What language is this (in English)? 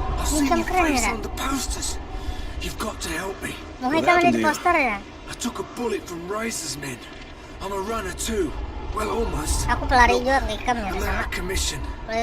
Banjar